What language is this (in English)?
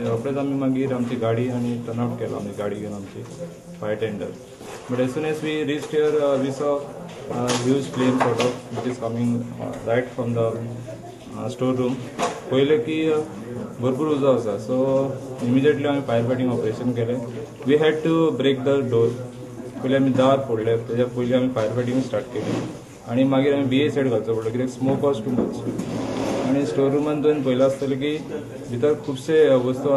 Konkani